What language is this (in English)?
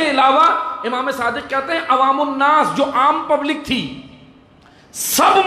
Urdu